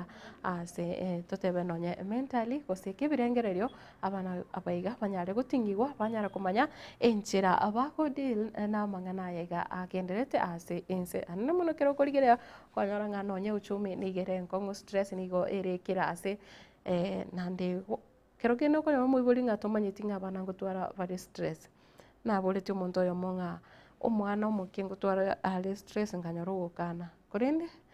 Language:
Gusii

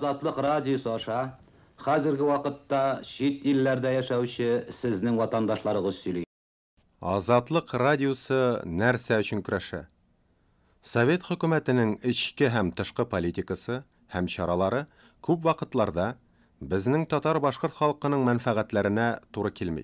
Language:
Tatar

